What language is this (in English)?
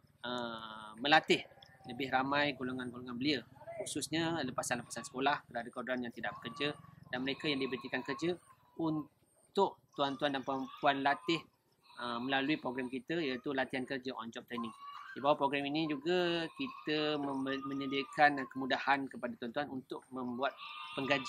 Malay